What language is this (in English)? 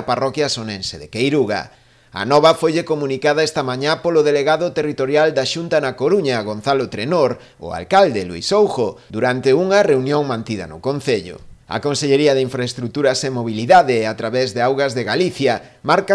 Galician